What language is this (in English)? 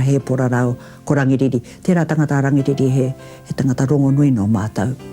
Māori